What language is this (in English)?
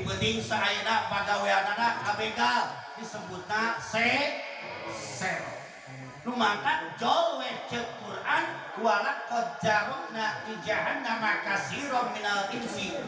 Sundanese